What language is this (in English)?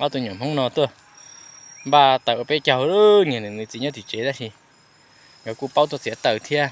Hmong